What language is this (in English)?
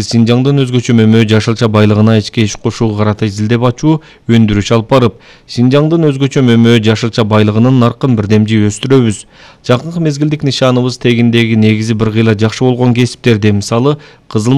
Kyrgyz